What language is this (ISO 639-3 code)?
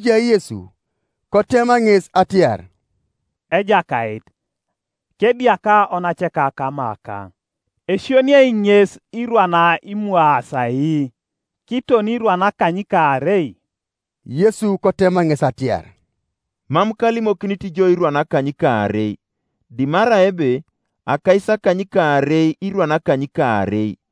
teo